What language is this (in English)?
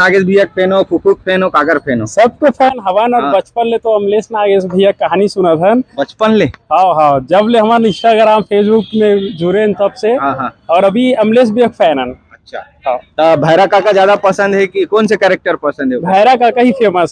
Chhattisgarhi